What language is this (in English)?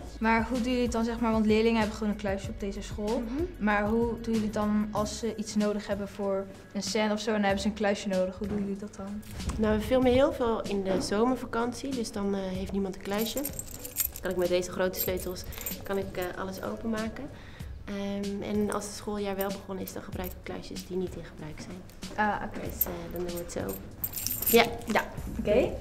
Dutch